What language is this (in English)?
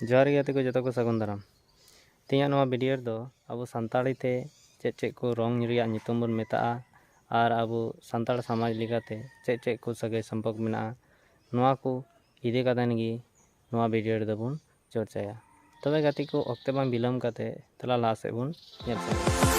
Santali